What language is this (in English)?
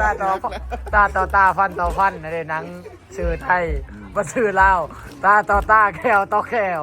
Lao